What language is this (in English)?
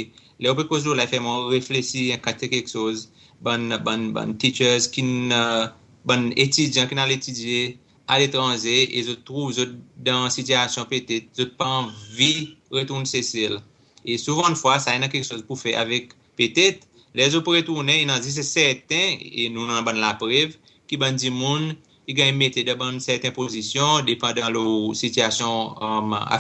Seselwa Creole French